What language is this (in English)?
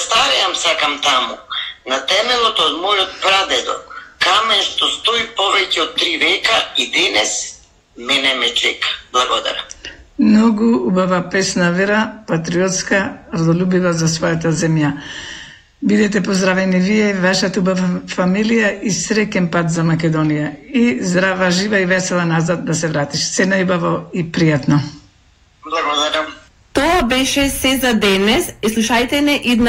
Macedonian